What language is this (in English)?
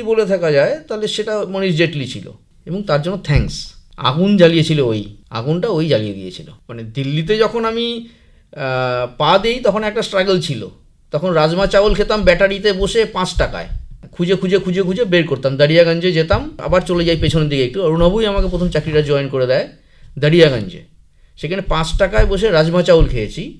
Bangla